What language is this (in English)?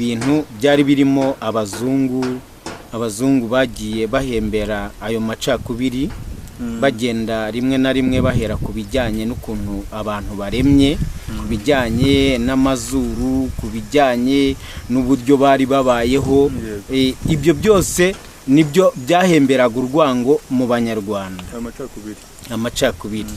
Kinyarwanda